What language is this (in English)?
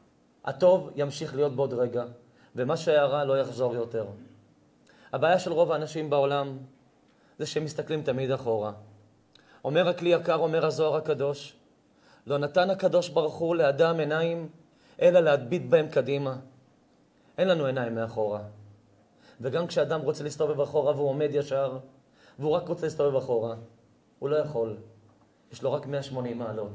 Hebrew